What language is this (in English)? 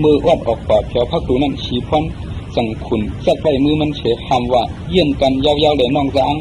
Shan